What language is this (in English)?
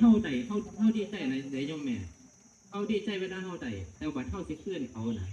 Northeastern Thai